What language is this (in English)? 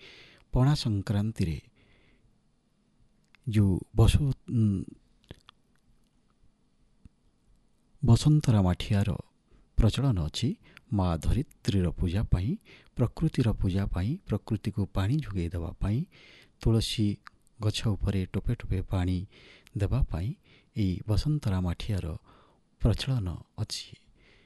Odia